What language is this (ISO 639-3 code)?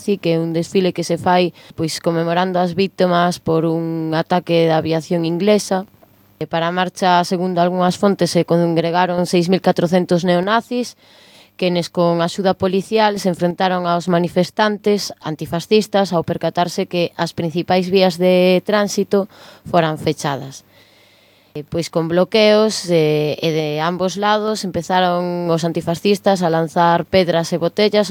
glg